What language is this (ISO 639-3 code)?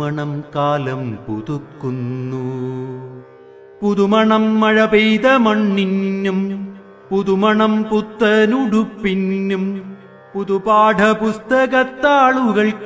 mal